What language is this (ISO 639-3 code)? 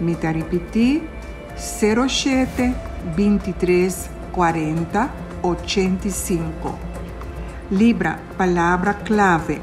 pap